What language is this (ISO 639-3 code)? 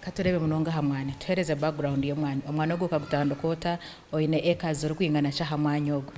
nyn